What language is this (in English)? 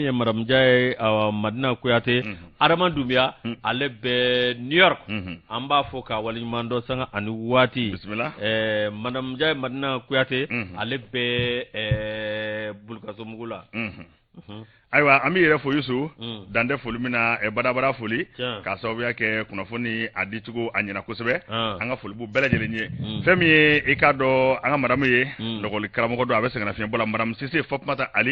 Bambara